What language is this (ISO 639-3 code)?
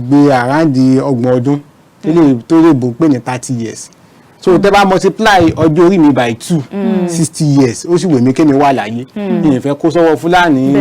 yor